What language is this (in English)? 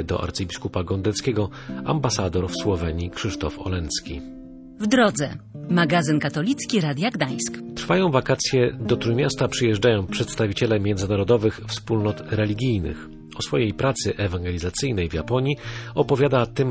Polish